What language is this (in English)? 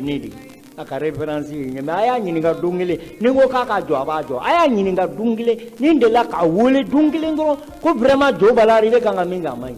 Bambara